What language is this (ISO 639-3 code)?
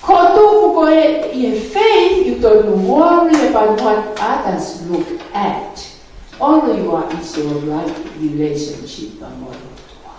ton